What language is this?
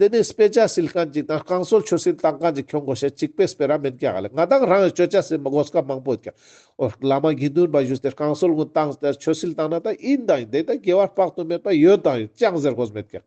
Ladakhi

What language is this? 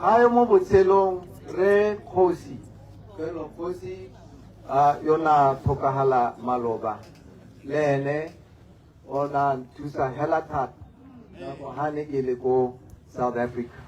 Tswana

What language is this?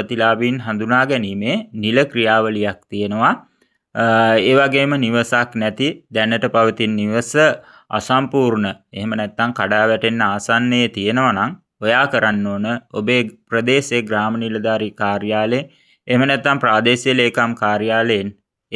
Sinhala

